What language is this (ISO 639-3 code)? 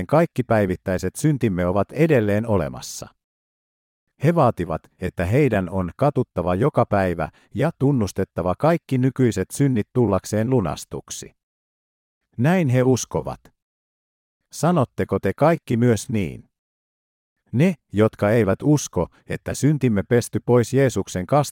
fin